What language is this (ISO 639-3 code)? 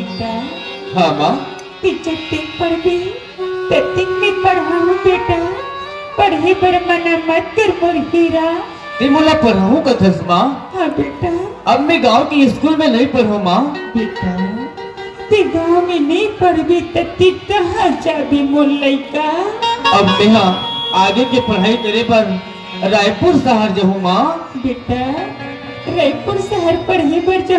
hne